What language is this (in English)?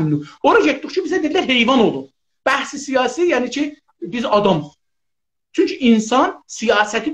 South Azerbaijani